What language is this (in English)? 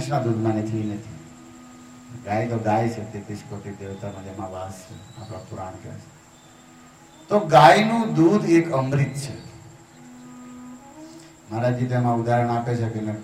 Gujarati